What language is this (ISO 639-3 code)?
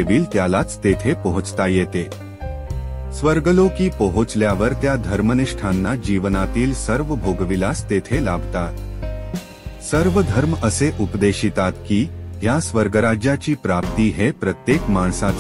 mar